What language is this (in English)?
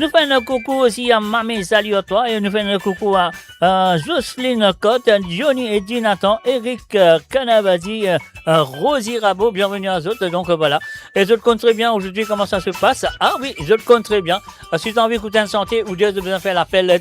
Morisyen